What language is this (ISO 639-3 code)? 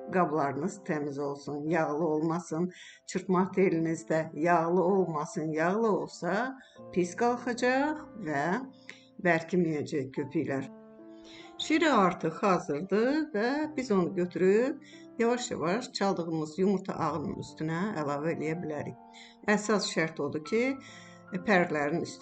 aze